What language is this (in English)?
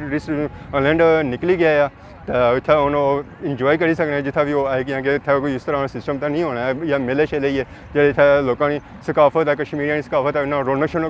Pahari-Potwari